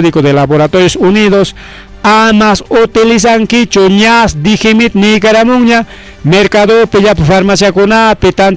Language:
Ayacucho Quechua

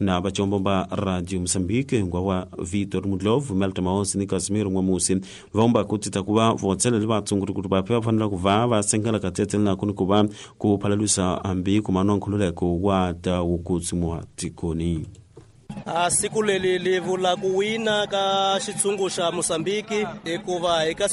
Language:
Tsonga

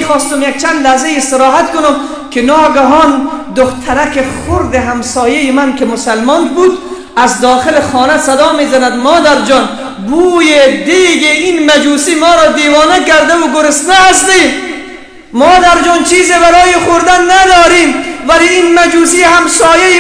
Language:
Persian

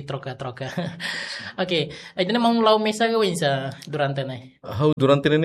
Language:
Tetum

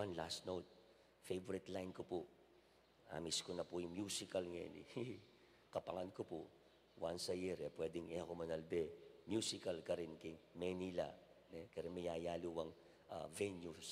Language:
Pampanga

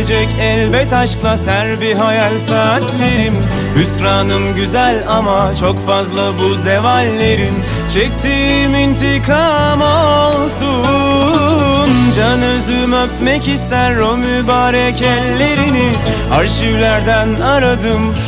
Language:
Turkish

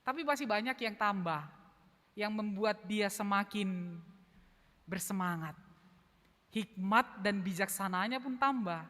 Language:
Batak Simalungun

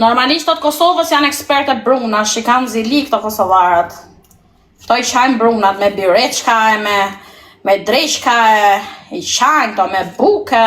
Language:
Albanian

